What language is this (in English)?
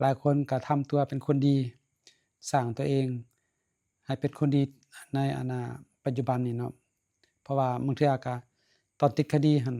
Lao